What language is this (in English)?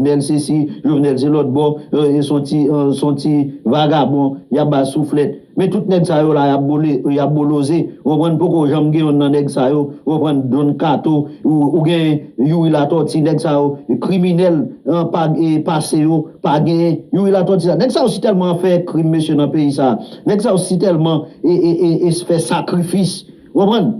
Haitian Creole